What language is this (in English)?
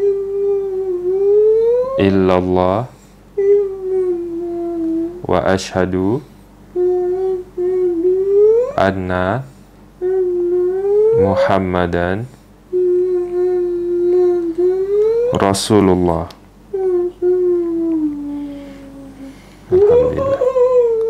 Malay